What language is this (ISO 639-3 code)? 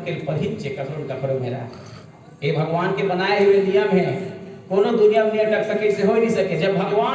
hne